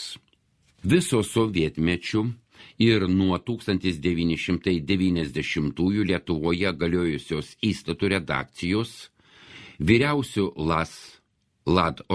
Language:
Lithuanian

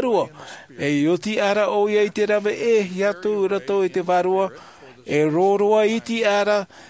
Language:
Tahitian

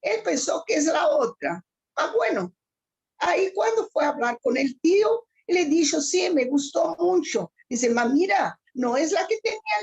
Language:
Ladino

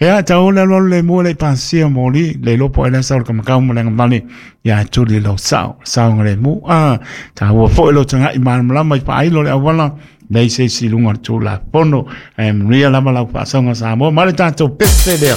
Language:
Samoan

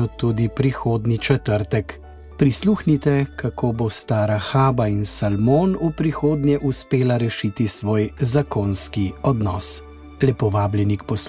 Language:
Slovenian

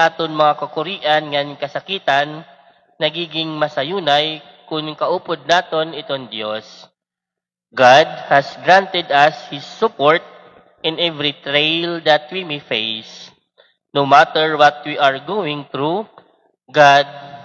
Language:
Waray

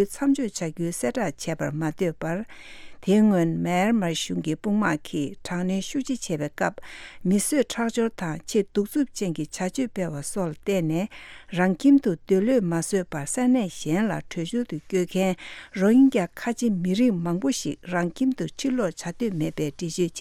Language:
Tibetan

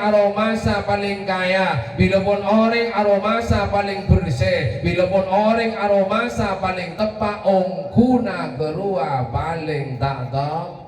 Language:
Madurese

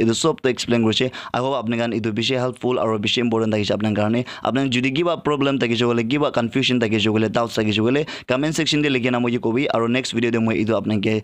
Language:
Naga Pidgin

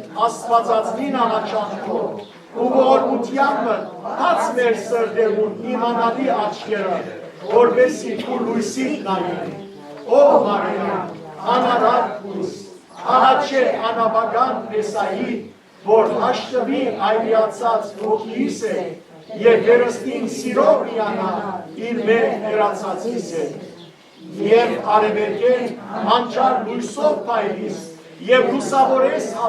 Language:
Western Armenian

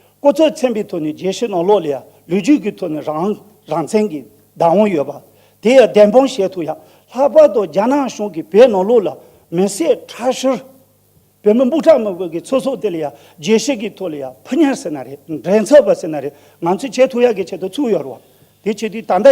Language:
Tibetan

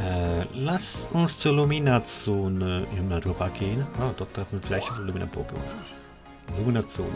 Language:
Swiss German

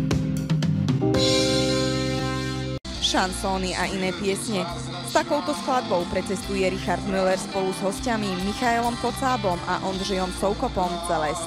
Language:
Slovak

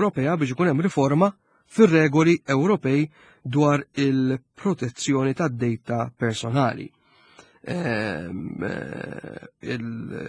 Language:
Maltese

